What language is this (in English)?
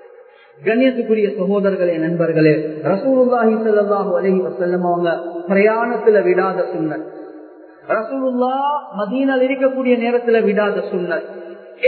Tamil